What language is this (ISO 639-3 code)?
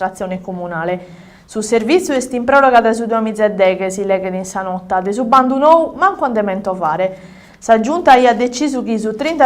srd